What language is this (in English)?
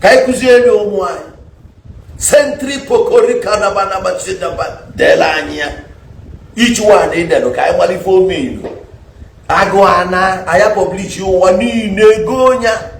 Igbo